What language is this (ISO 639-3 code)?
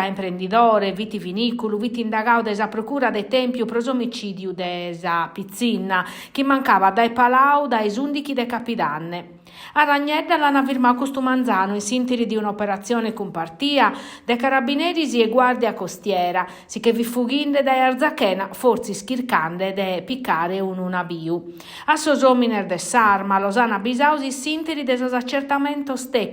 srd